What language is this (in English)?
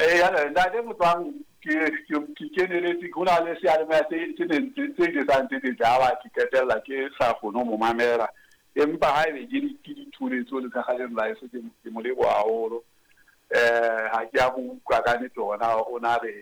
Southern Sotho